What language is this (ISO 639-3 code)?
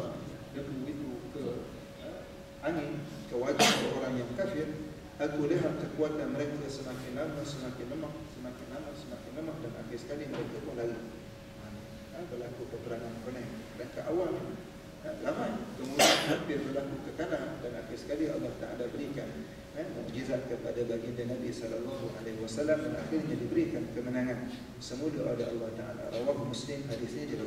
msa